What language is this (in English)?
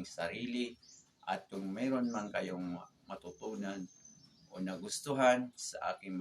Maranao